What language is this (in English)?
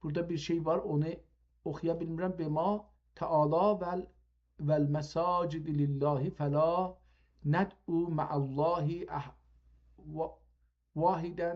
South Azerbaijani